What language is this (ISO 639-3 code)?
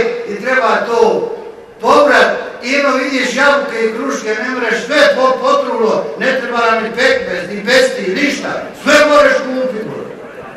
bos